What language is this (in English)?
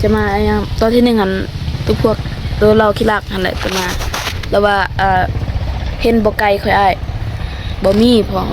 Lao